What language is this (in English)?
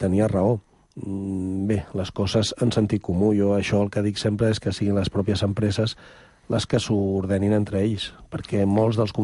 Catalan